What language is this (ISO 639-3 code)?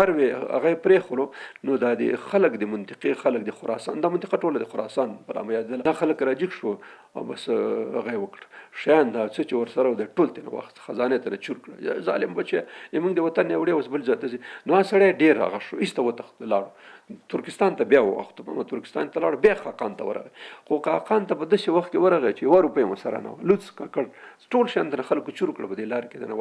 pus